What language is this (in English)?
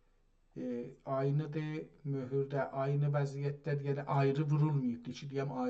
South Azerbaijani